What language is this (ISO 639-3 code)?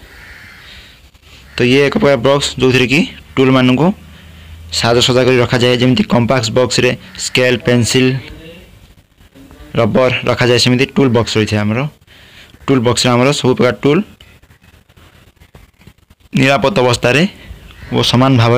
ori